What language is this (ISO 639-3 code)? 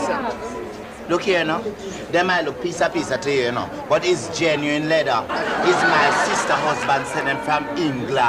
jam